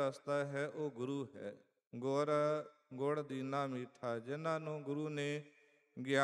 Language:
Punjabi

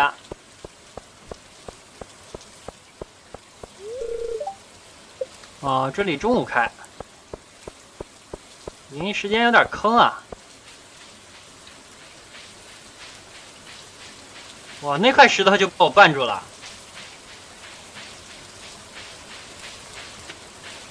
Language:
Chinese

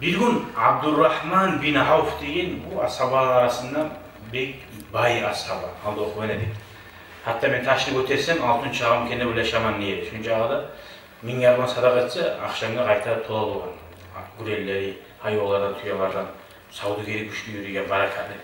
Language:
Kumyk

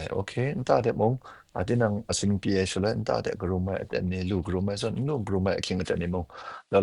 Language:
Kachin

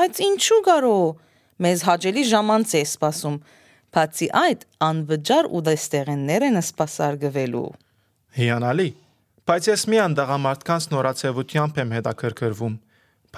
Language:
Armenian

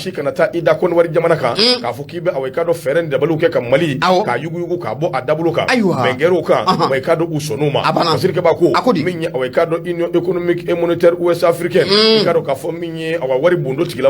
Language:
Bambara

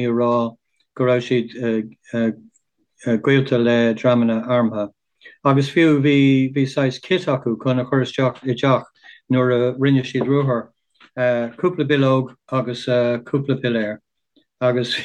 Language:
Irish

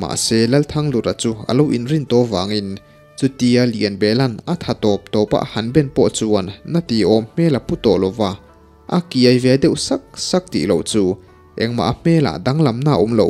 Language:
Mizo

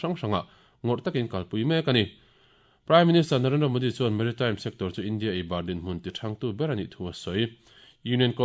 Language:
Mizo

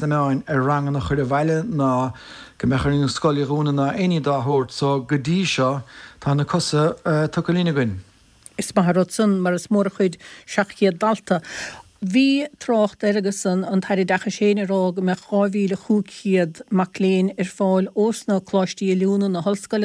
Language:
Irish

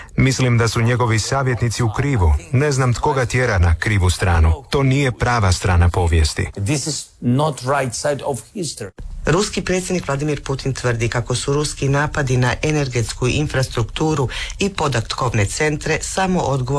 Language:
Croatian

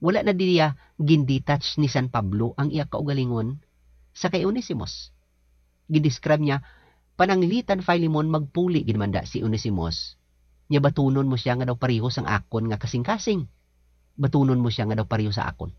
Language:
Hiligaynon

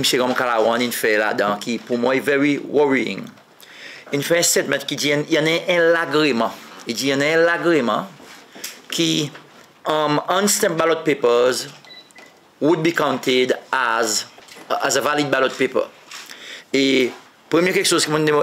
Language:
Seselwa Creole French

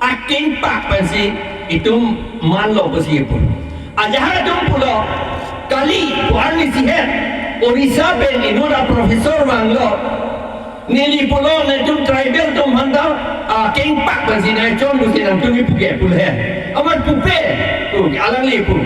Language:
Karbi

